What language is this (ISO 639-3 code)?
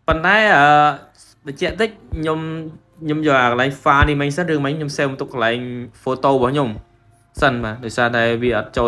khm